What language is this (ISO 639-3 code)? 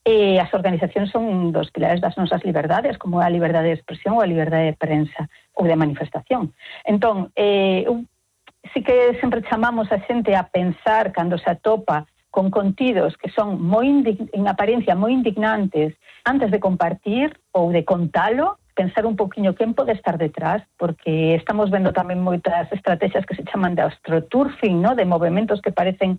glg